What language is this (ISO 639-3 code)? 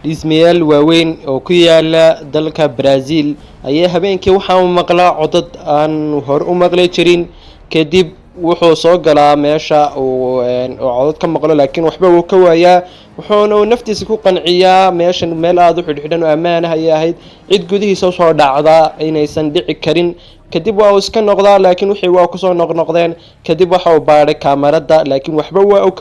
som